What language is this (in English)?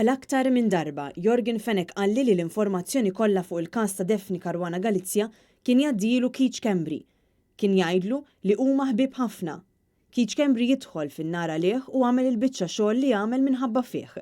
Maltese